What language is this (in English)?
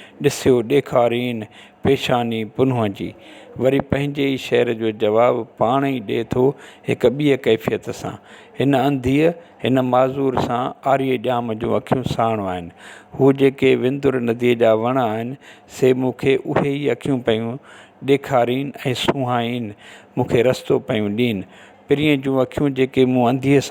Sindhi